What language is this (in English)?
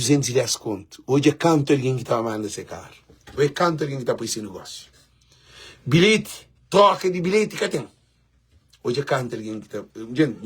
Kabuverdianu